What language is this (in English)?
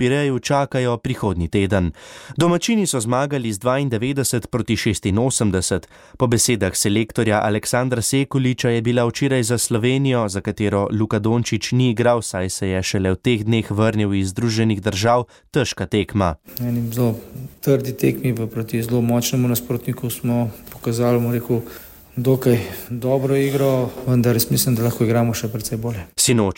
Slovenian